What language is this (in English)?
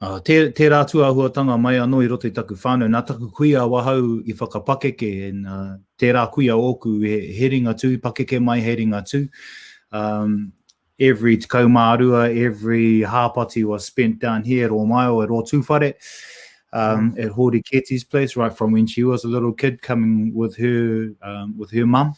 Māori